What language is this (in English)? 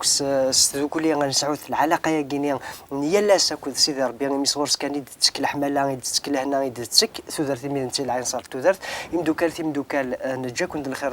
Kabyle